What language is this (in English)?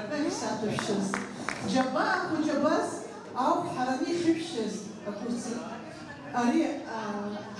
Abkhazian